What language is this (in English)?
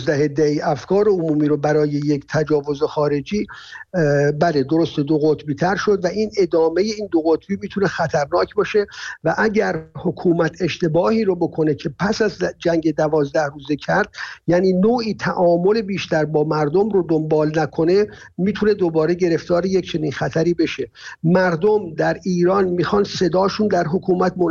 Persian